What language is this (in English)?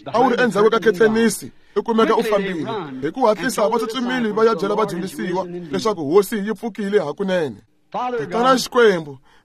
Tsonga